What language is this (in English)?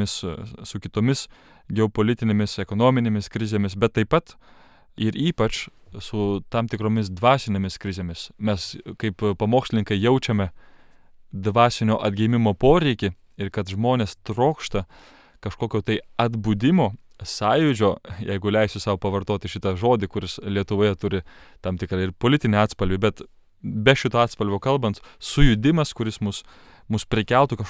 Lithuanian